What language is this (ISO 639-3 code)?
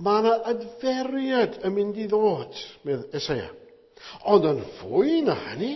cym